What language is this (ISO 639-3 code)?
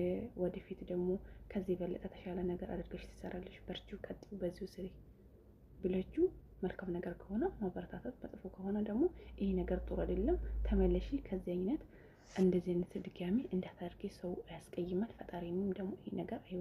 amh